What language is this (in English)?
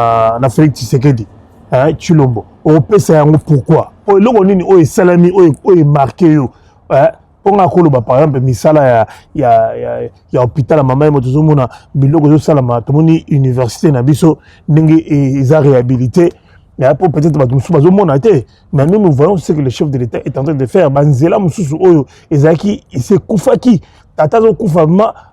Lingala